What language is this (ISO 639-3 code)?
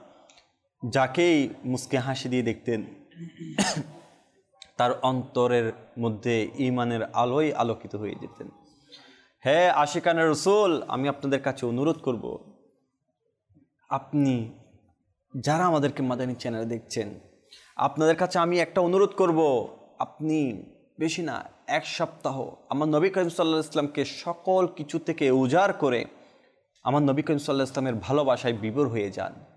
ben